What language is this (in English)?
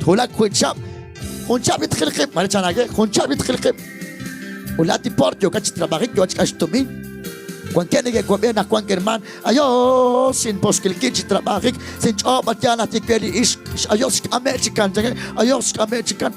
Kekchí